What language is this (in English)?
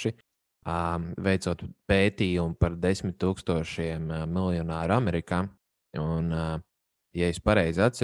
Latvian